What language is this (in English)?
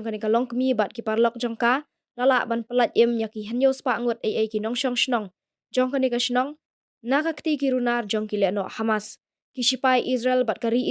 Khasi